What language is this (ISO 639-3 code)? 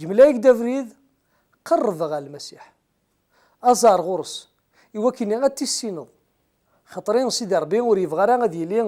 kab